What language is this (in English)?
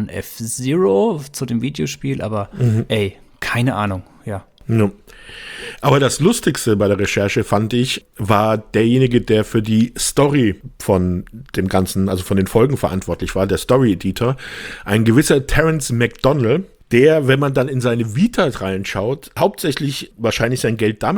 German